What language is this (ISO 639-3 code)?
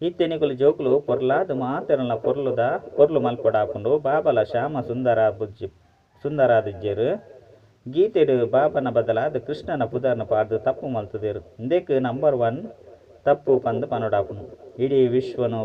tcy